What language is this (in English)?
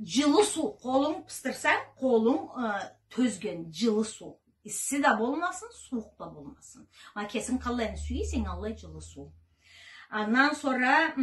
Karachay-Balkar